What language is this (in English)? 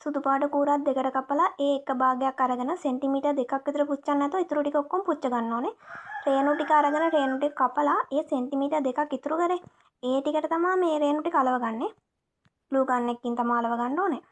Sinhala